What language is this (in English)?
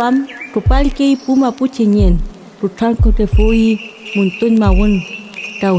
Mapuche